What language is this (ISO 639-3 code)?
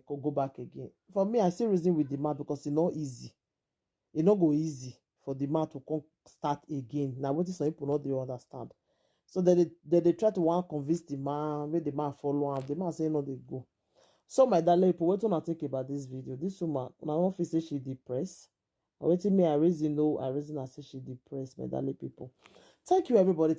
pcm